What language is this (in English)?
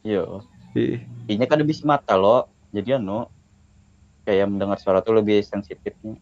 Banjar